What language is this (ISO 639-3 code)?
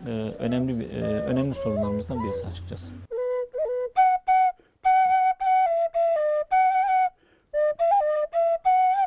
tur